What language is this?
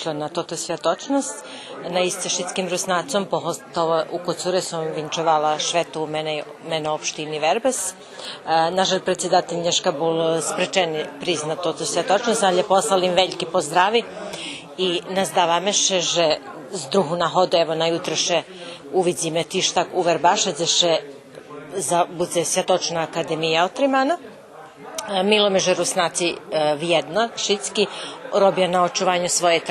Rusyn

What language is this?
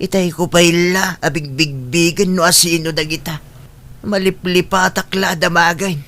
Iloko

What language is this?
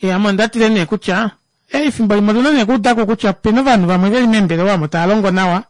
Kuanyama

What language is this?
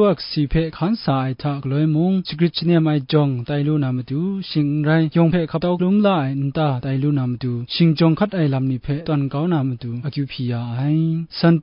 Kachin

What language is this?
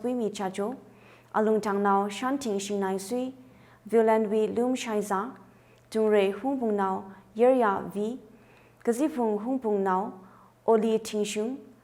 Tangkhul Naga (India)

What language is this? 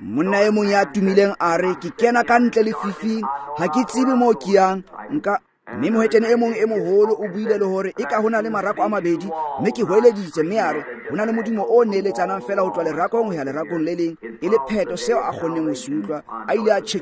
Tswana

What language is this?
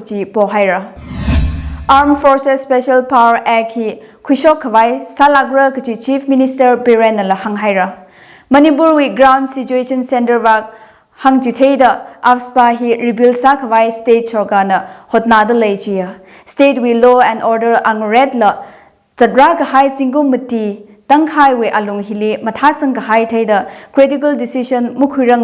Tangkhul Naga (India)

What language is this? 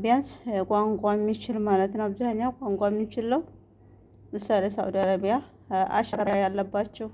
Amharic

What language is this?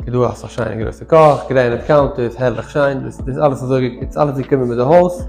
Yiddish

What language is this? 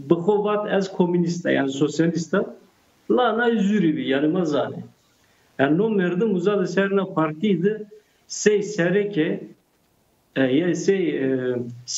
Zaza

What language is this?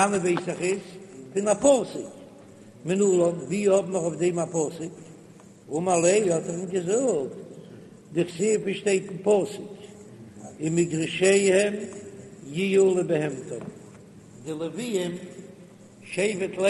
Yiddish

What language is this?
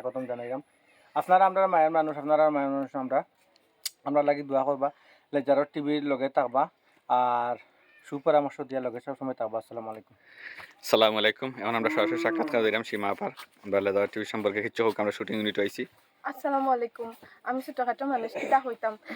Sylheti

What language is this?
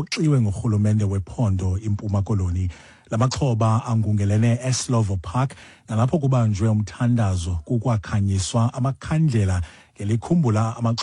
Xhosa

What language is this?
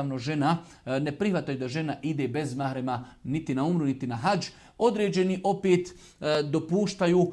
Bosnian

